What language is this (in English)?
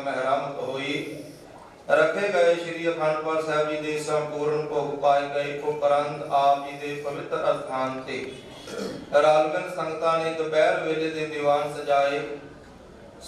Punjabi